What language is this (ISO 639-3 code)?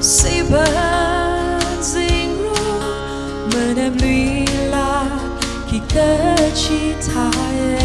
nmf